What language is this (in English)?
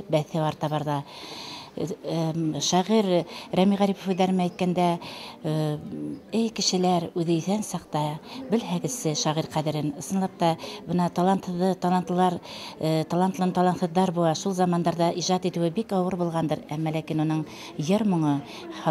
Bashkir